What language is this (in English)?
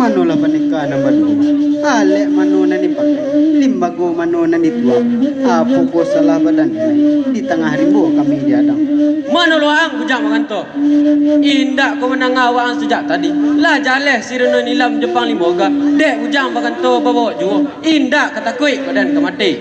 Minangkabau